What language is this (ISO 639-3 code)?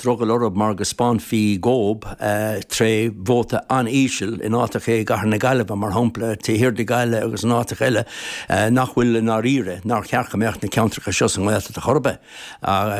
gle